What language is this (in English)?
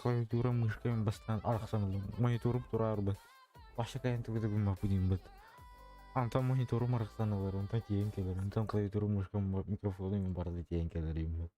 Yakut